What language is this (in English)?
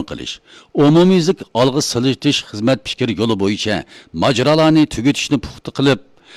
Uyghur